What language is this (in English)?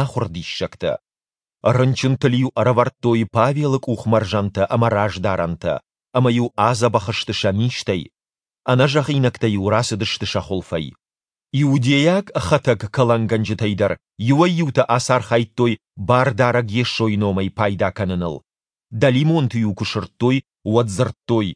Ossetic